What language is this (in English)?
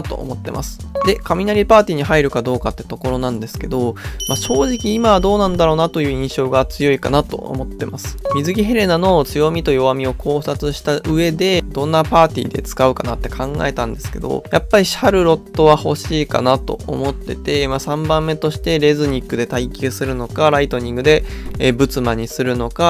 Japanese